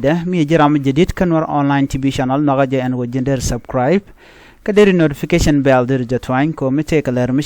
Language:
Nuer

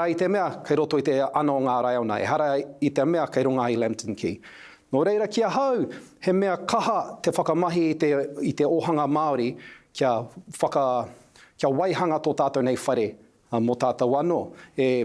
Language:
Māori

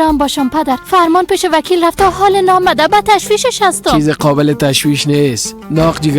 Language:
Persian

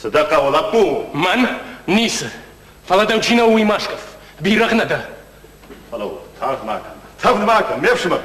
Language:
Ossetic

